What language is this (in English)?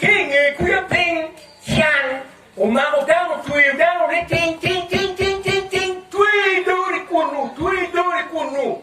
Acoli